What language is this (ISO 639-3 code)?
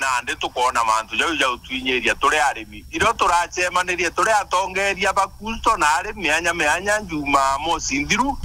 mer